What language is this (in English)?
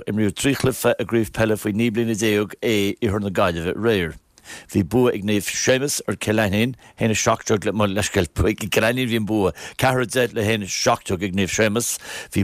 Irish